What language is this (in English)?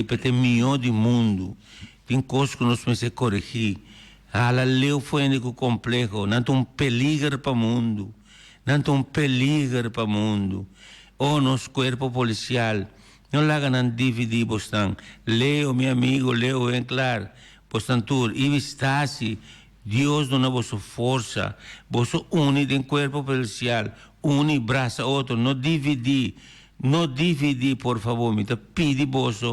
Papiamento